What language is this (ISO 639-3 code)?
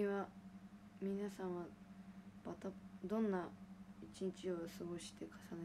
jpn